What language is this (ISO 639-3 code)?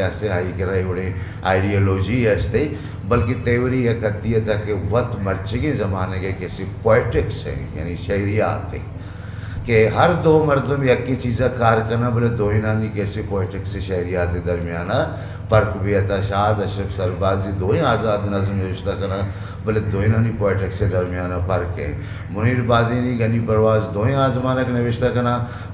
bgp